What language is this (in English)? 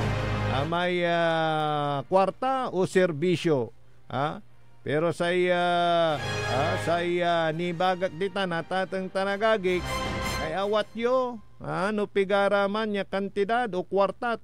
Pangasinan